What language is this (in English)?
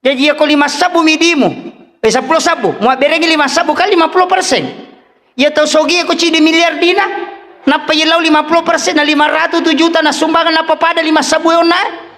Buginese